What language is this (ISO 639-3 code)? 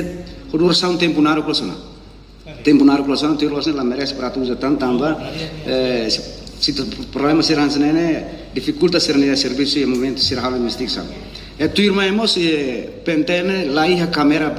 tet